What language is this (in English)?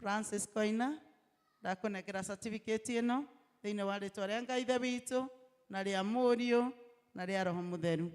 Kikuyu